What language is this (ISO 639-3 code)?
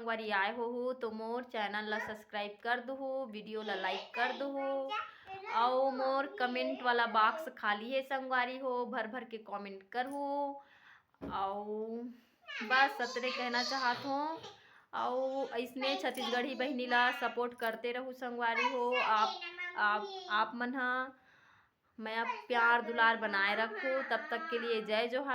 hne